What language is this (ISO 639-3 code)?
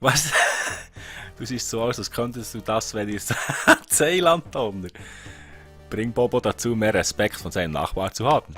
gsw